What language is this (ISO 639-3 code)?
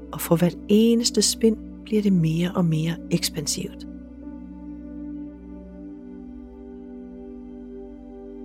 dan